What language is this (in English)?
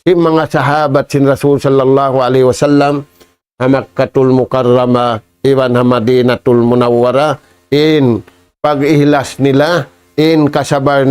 Tausug